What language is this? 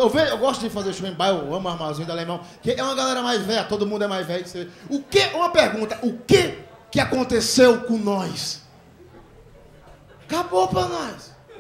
Portuguese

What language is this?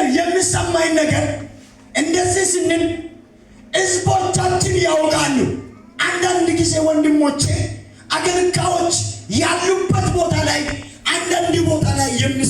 Amharic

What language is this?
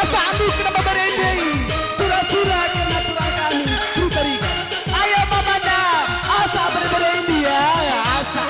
Batak Karo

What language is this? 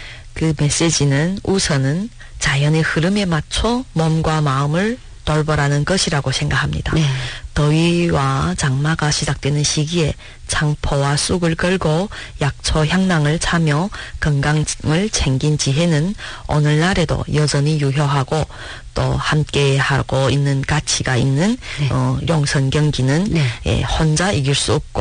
Korean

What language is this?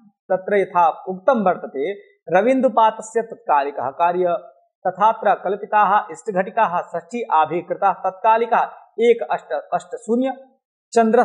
Sanskrit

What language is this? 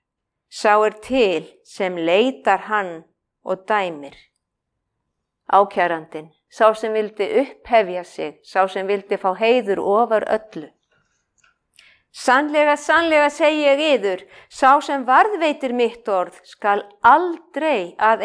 Icelandic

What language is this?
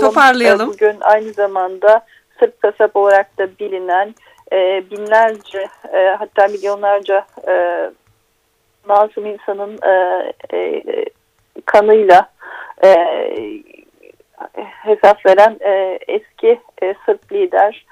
Turkish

